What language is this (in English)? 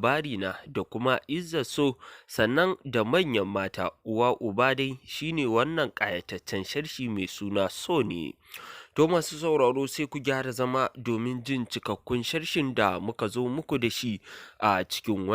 Hausa